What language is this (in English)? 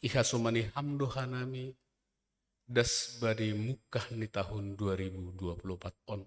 Batak Simalungun